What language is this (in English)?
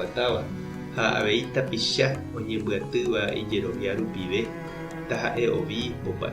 Guarani